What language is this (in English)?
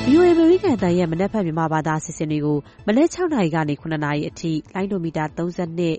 Burmese